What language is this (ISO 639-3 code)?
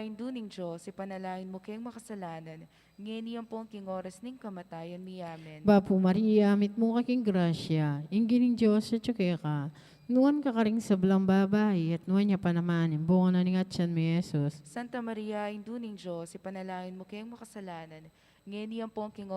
pam